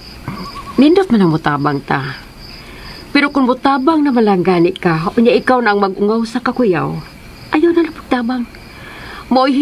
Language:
Cebuano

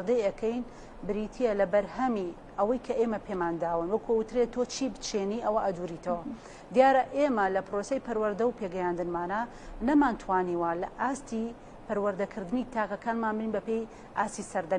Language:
Central Kurdish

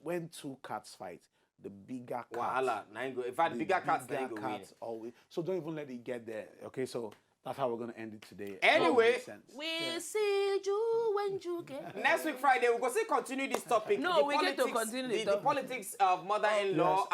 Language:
Nigerian Pidgin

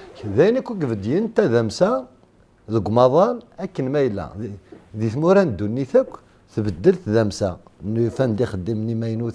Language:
Kabyle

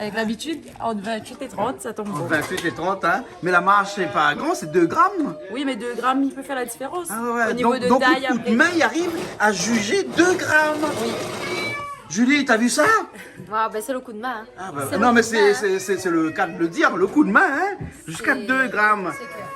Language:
Réunion Creole French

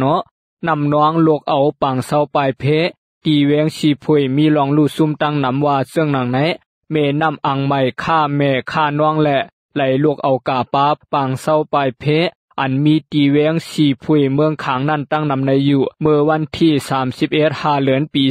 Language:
Shan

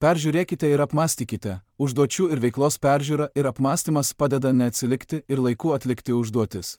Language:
Lithuanian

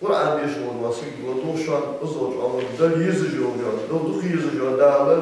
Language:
Ingush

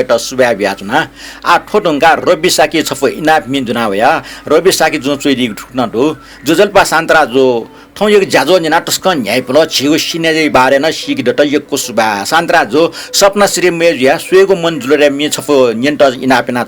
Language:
Newari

